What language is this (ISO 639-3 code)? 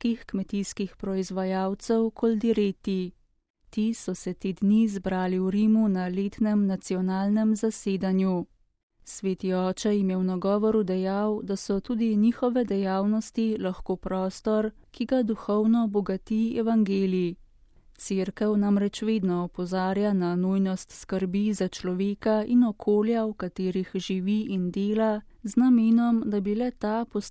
slv